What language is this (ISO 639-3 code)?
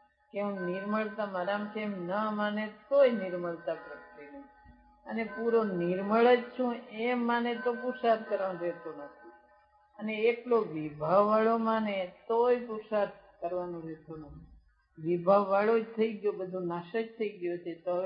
guj